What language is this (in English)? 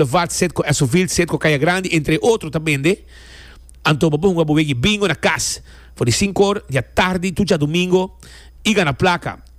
Papiamento